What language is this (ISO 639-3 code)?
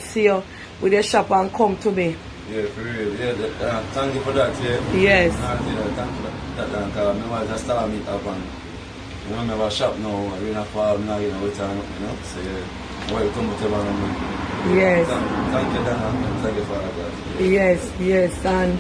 jam